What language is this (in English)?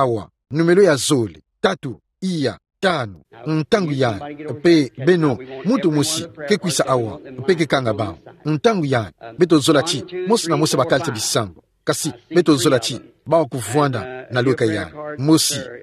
Kituba (Democratic Republic of Congo)